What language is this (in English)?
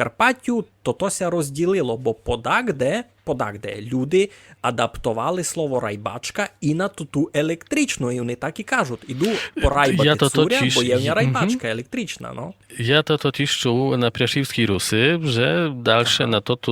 Rusyn